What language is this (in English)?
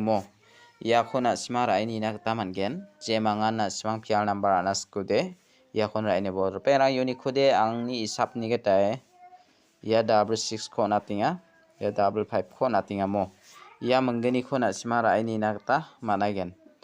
Garo